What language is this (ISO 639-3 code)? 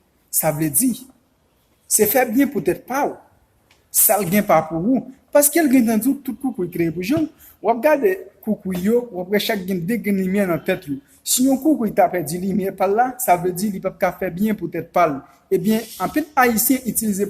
hat